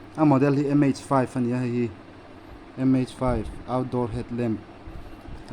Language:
Mizo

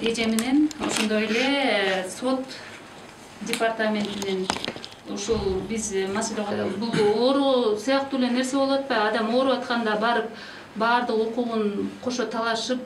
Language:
Kyrgyz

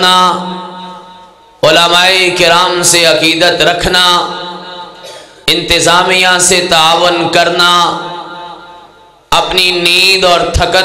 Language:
Urdu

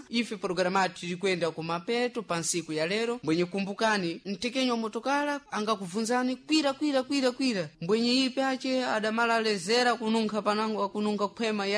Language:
Sena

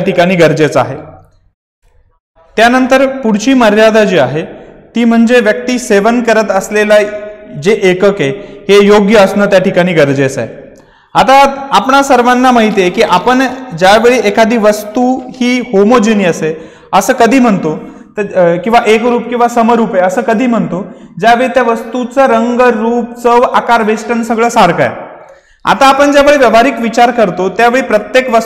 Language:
Marathi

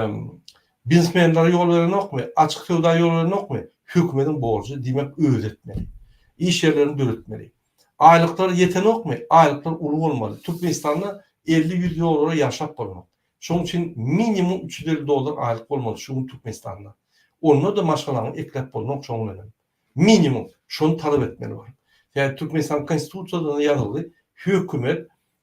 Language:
Turkmen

